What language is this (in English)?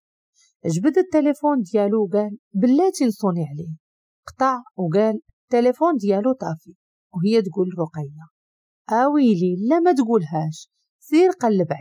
Moroccan Arabic